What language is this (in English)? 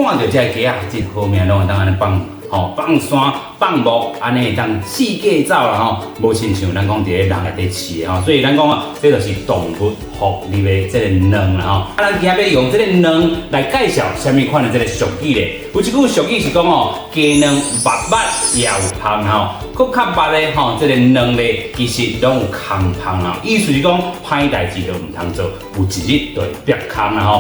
Min Nan Chinese